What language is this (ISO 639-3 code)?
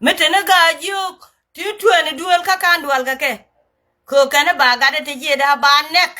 nus